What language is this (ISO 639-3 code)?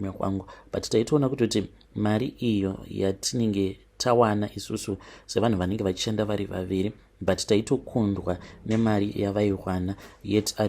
sna